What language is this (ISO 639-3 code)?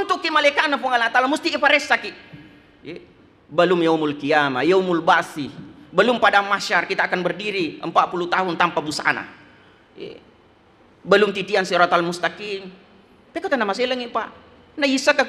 bug